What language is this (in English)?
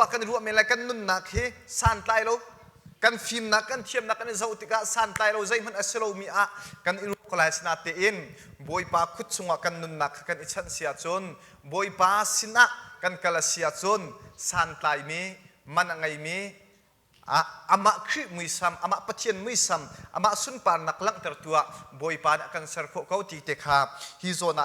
Hakha Chin